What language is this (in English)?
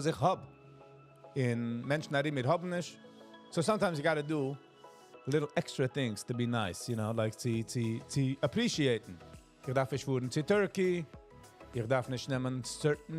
Yiddish